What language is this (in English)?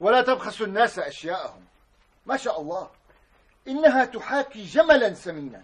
North Levantine Arabic